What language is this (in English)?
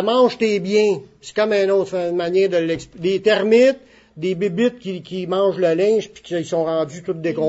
French